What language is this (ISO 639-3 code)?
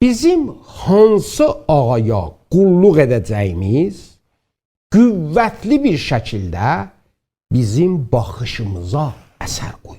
azb